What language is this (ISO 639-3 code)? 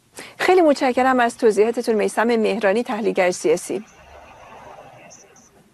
fas